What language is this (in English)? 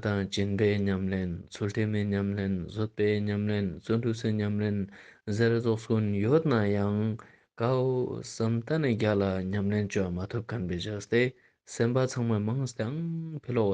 Ladakhi